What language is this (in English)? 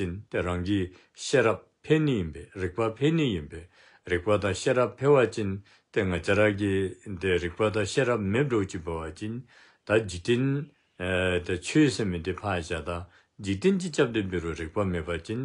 Dzongkha